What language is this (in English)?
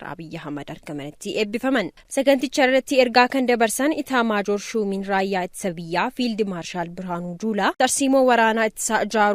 Oromo